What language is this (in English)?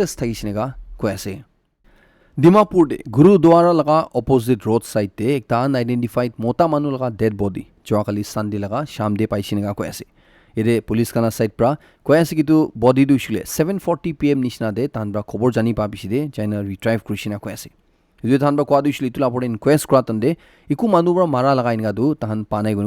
Naga Pidgin